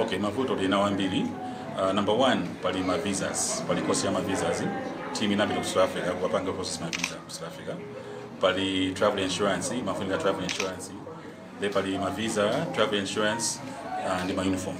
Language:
Nyanja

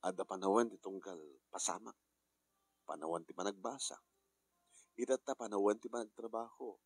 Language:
Iloko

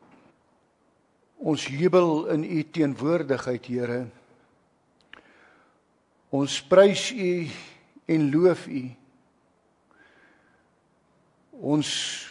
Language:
Afrikaans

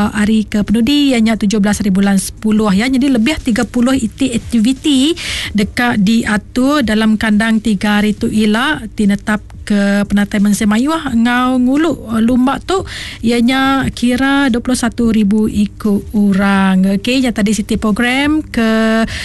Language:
Iban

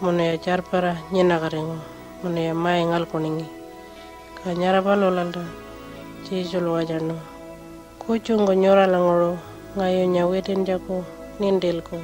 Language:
Pitjantjatjara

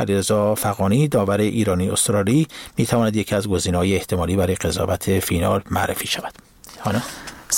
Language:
Persian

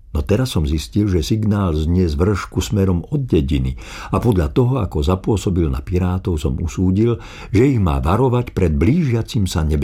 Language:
Slovak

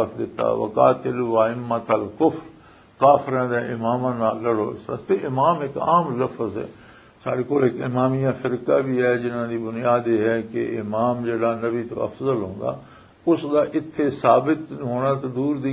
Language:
Western Panjabi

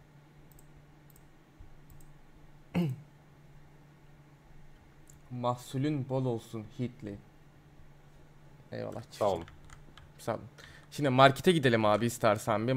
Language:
Turkish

